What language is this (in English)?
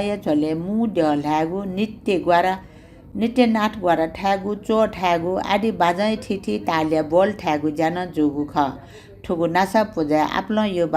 Newari